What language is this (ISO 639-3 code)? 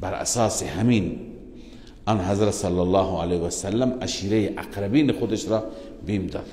fas